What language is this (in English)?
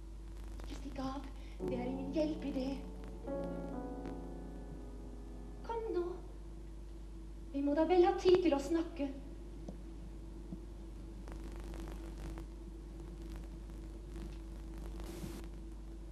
Norwegian